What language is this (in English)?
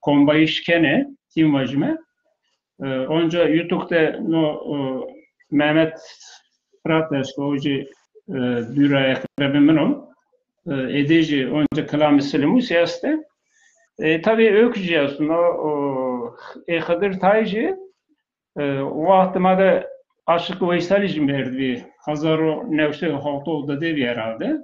Zaza